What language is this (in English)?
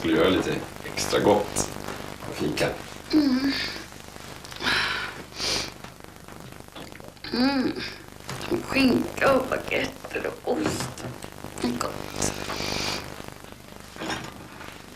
Swedish